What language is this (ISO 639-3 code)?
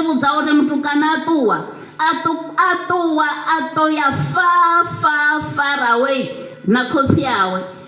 ven